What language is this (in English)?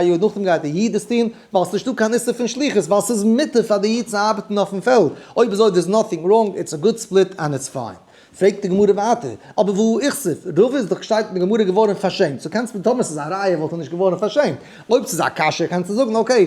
Yiddish